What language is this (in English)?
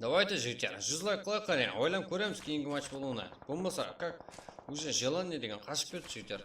Kara-Kalpak